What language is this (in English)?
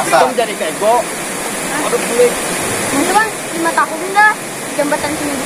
Banjar